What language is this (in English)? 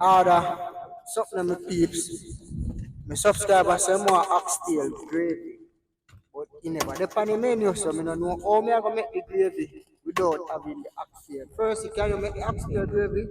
Jamaican Creole English